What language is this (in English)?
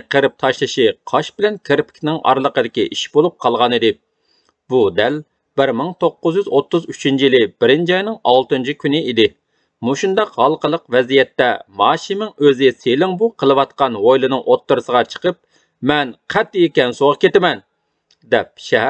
Uyghur